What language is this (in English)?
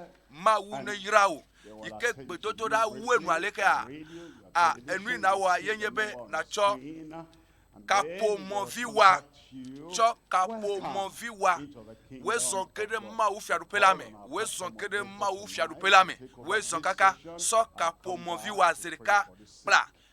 Ewe